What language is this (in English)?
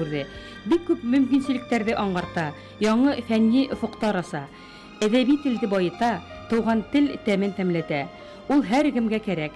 Bashkir